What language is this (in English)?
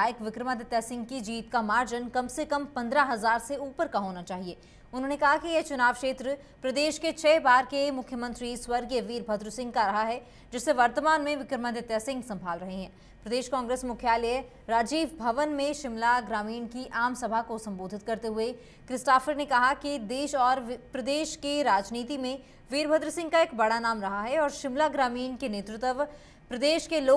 Hindi